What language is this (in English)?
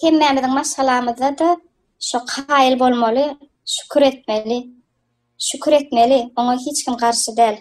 Turkmen